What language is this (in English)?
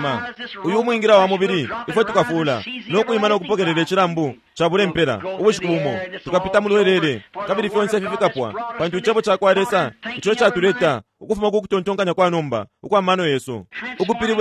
Bemba